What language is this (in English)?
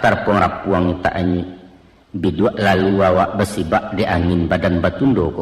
Minangkabau